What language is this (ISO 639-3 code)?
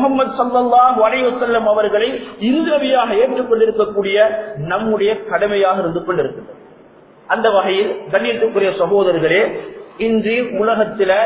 tam